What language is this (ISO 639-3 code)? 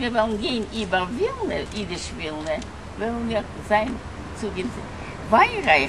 yid